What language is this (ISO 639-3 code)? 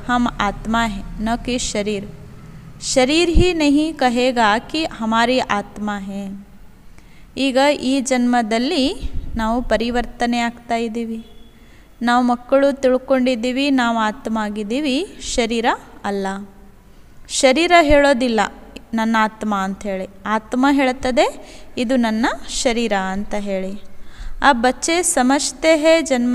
kan